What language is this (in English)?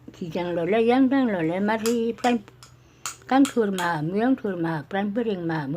Karbi